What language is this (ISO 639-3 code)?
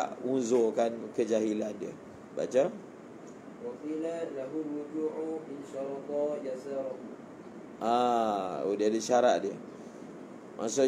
msa